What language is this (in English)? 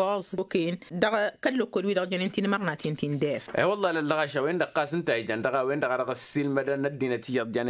Tamasheq